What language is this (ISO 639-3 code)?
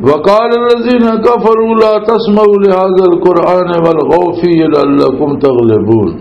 lah